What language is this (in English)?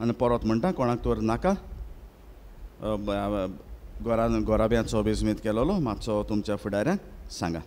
Konkani